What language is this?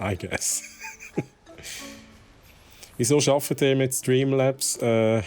Swiss German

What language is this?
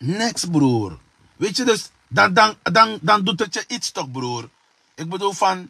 Sranan Tongo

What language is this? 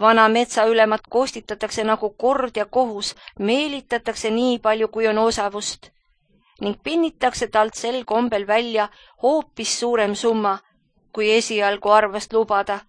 Estonian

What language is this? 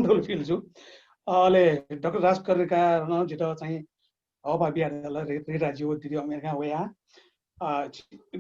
Newari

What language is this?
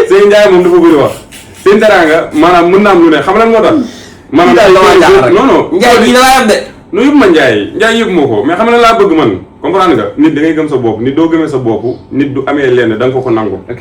Wolof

